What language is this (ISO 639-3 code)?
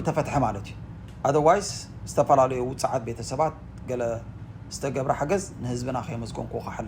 tir